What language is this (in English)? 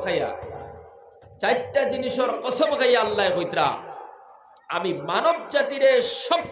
Sylheti